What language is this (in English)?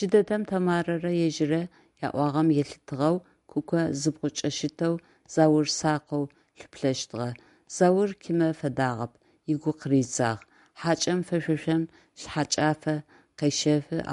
Adyghe